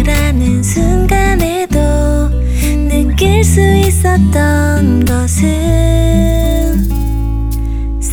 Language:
Korean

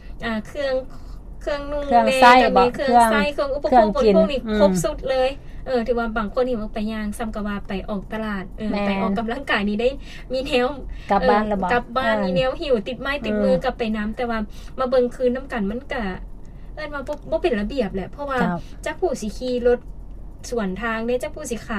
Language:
Lao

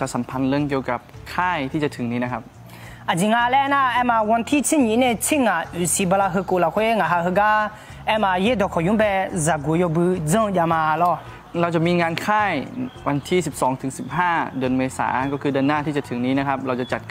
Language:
Akha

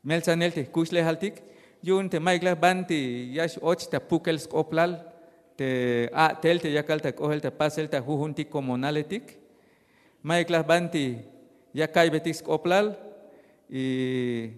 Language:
Tzeltal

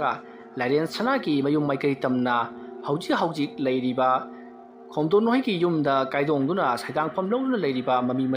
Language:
Manipuri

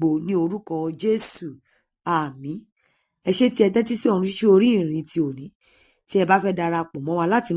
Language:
Yoruba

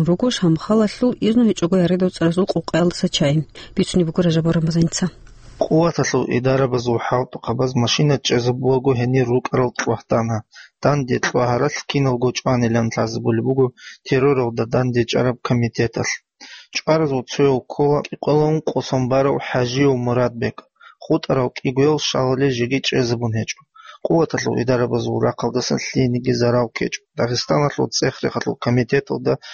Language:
Avaric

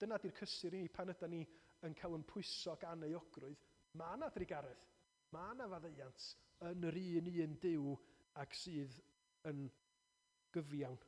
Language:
Welsh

